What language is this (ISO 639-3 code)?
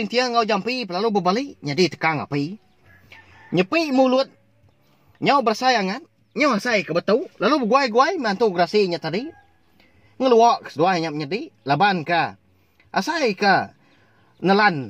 iba